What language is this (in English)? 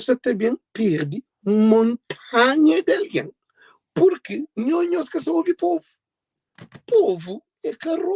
Kabuverdianu